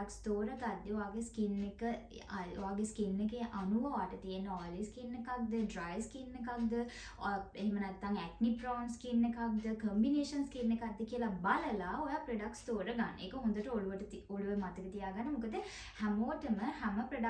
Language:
Sinhala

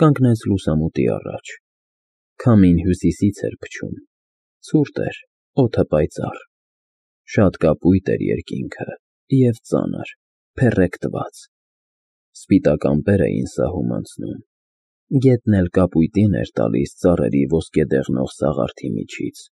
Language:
Armenian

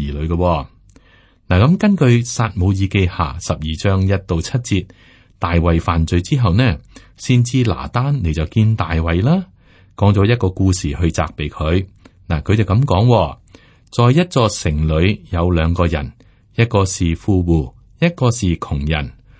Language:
Cantonese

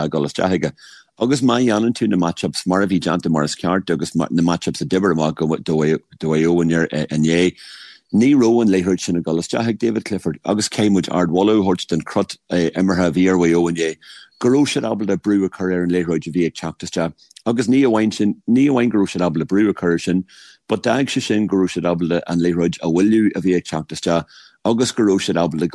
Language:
Irish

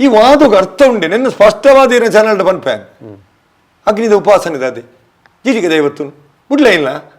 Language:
Tulu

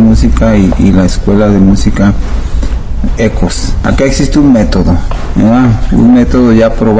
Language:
Spanish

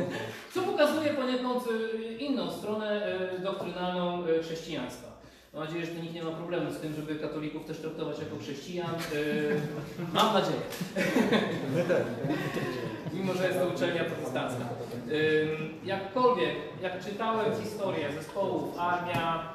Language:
Polish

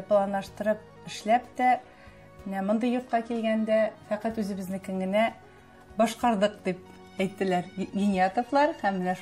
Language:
Tatar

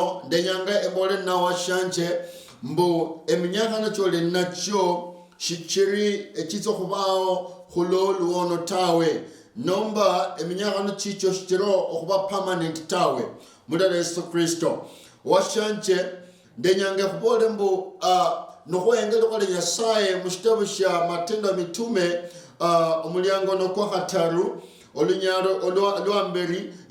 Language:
Luyia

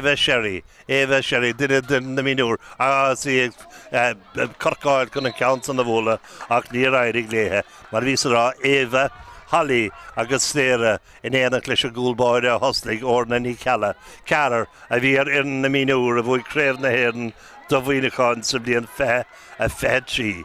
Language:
Irish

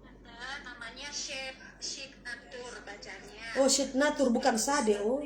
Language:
Manado Malay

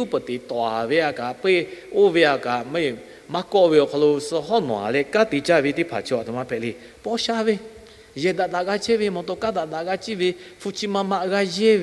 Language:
Lahu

